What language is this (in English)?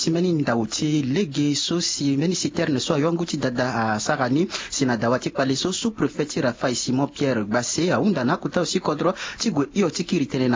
Sango